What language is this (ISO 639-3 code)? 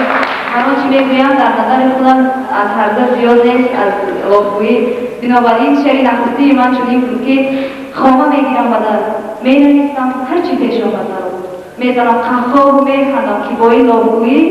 tgk